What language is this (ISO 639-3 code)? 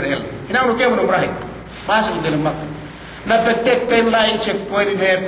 yka